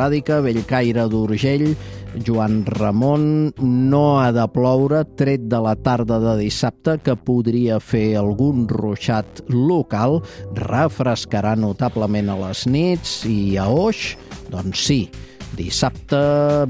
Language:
Catalan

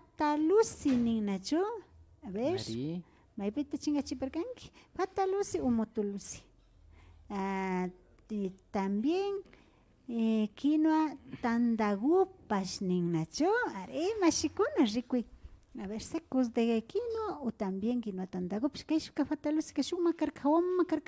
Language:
Imbabura Highland Quichua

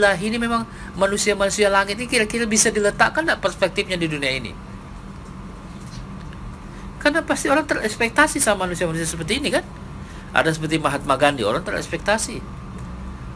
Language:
Indonesian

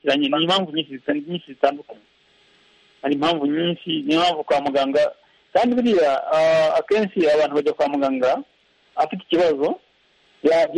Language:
Kinyarwanda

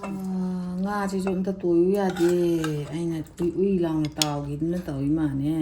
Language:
Manipuri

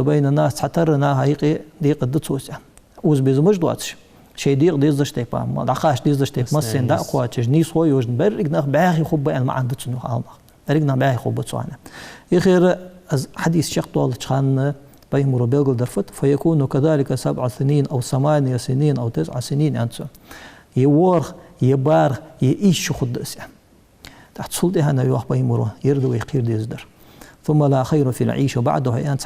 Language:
Ingush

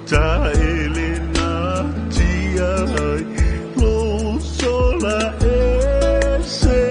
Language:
Samoan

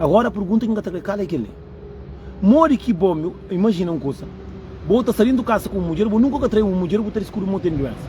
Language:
Kabuverdianu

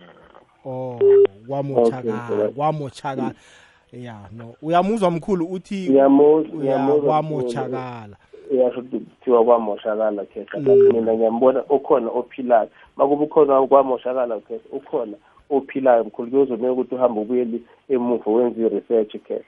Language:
South Ndebele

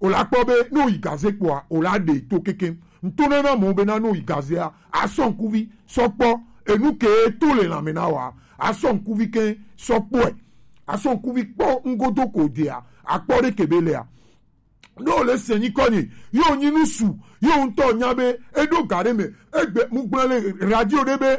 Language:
Gen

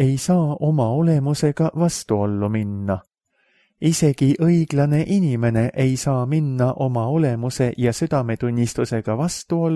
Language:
Estonian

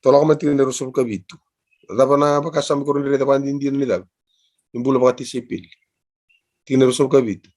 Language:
Fijian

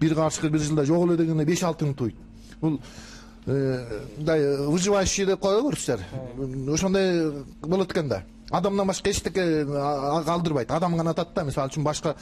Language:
Kyrgyz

